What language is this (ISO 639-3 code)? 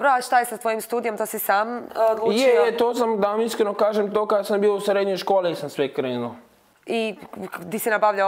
hrv